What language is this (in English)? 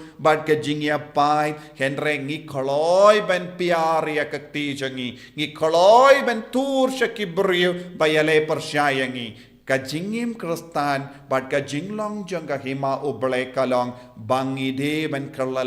Khasi